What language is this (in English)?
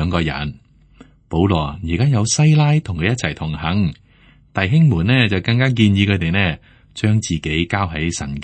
Cantonese